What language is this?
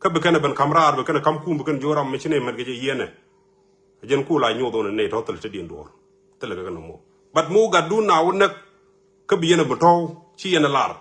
Nuer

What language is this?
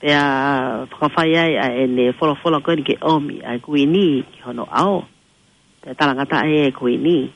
Tongan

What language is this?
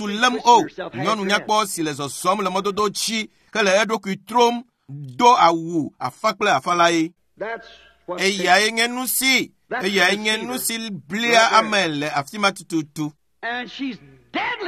Ewe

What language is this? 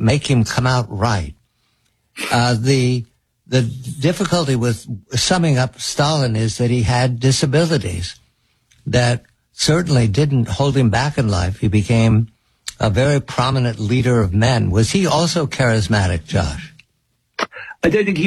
English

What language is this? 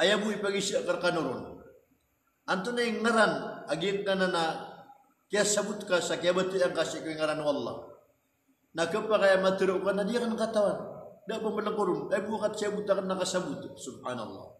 Maranao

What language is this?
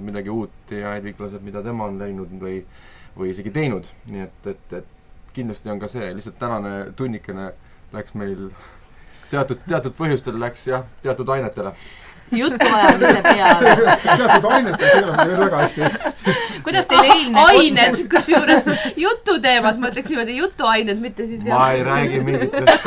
Estonian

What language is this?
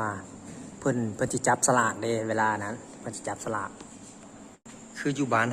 Lao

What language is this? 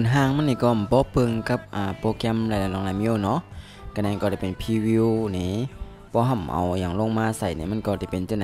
Shan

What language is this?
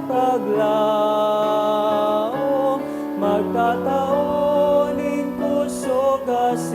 Bikol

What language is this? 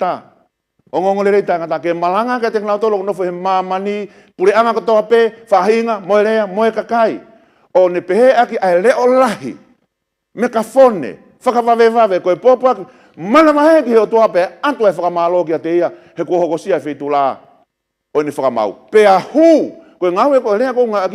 Tongan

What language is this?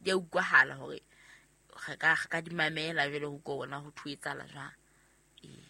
Southern Sotho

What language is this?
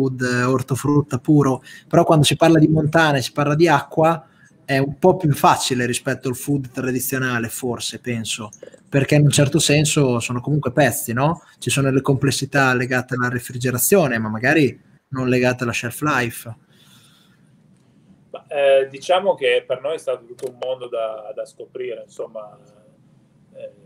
Italian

